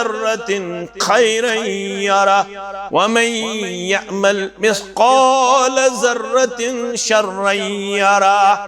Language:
Kashmiri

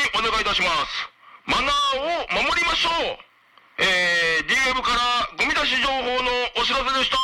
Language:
Japanese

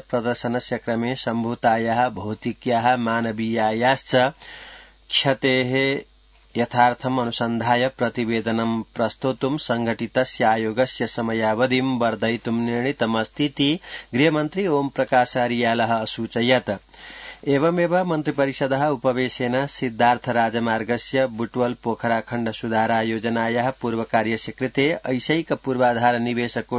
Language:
Sanskrit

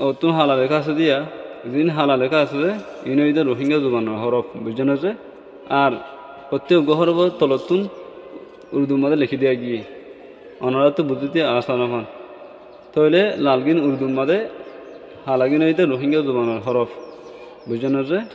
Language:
Rohingya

